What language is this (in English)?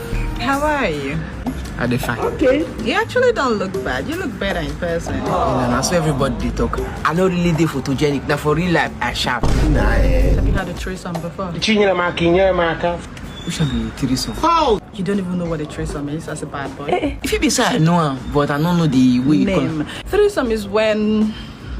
Nigerian Pidgin